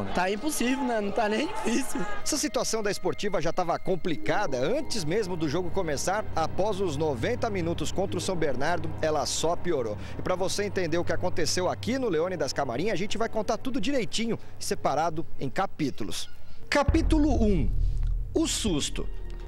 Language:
Portuguese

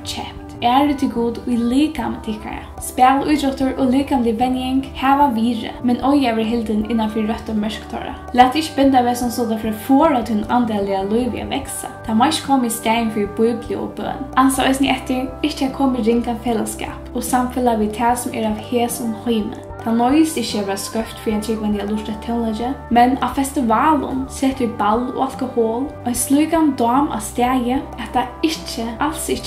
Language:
Faroese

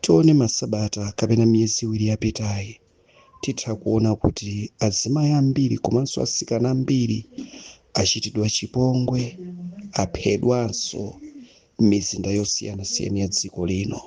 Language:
Nyanja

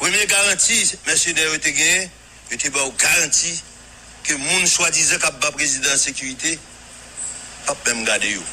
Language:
Haitian Creole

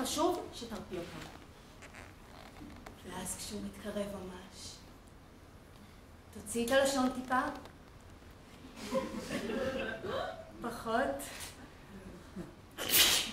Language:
Hebrew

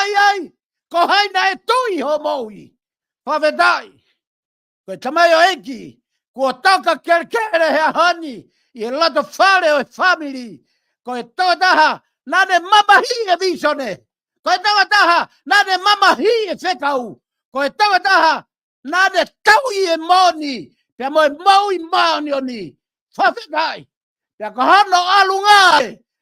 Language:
Tongan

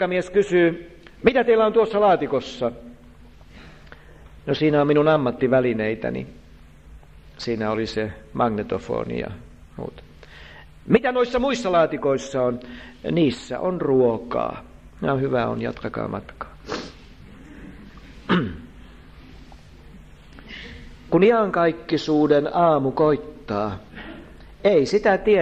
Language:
Finnish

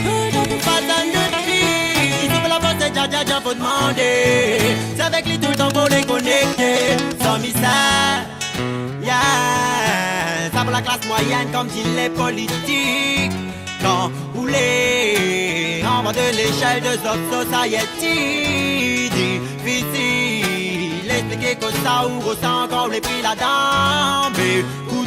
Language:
Réunion Creole French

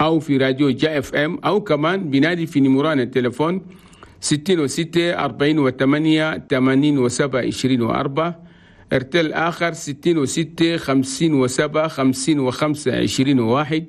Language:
Chadian Arabic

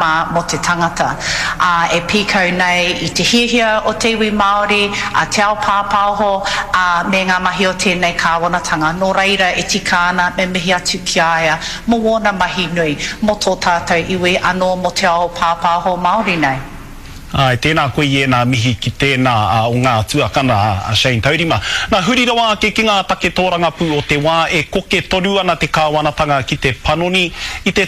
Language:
Māori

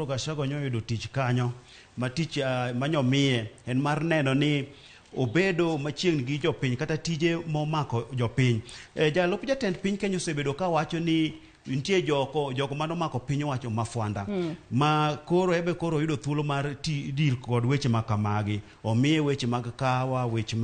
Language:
Luo (Kenya and Tanzania)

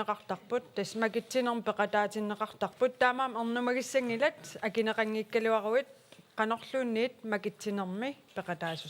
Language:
Kalaallisut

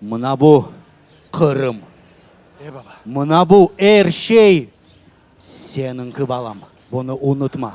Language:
Crimean Tatar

